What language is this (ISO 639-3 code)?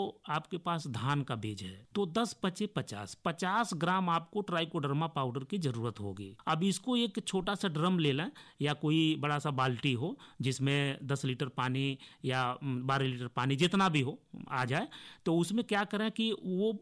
hin